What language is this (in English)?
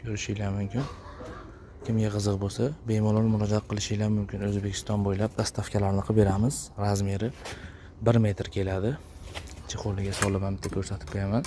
Uzbek